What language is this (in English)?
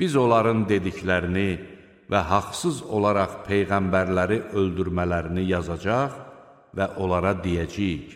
Azerbaijani